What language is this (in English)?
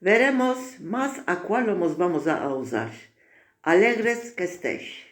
Ladino